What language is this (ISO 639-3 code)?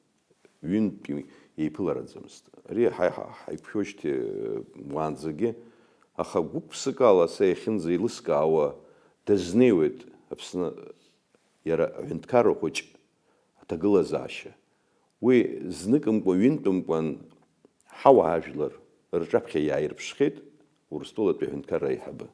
abk